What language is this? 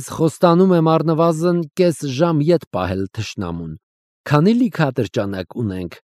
Armenian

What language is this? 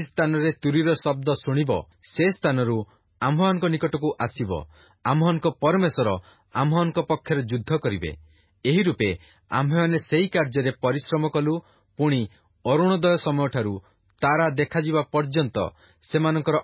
Odia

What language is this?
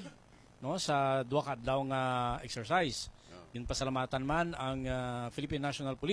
Hiligaynon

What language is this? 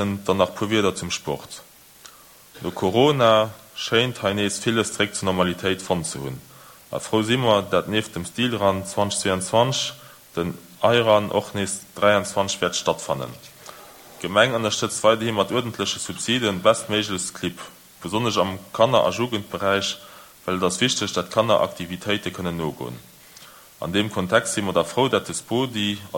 Luxembourgish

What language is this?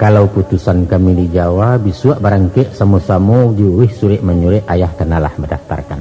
Minangkabau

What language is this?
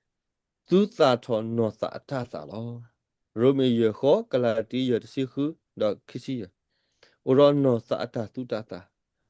S'gaw Karen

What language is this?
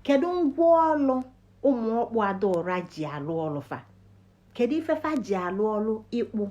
Igbo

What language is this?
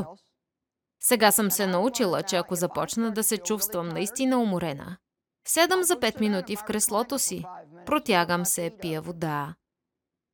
Bulgarian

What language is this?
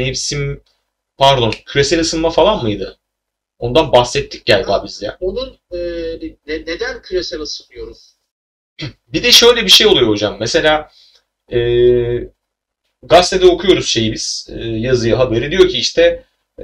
Turkish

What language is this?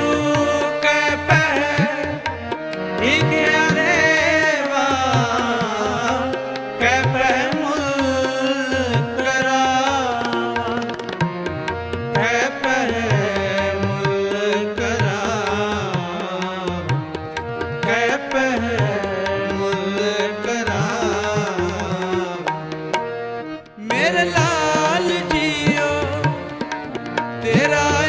Hindi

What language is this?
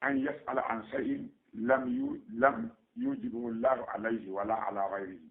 Fula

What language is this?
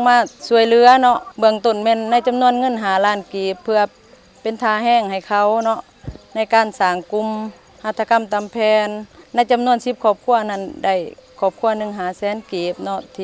Lao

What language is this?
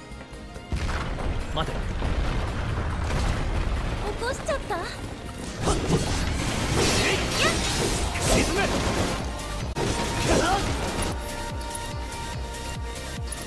Japanese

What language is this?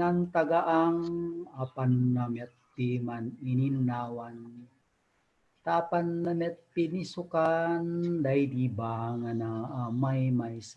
Iloko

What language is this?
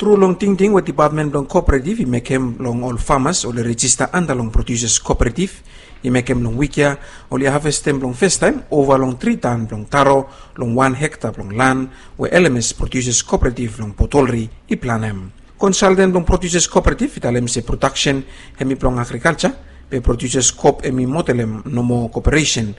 Bislama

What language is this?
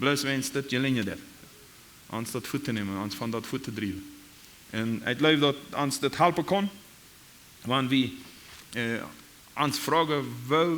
Plautdietsch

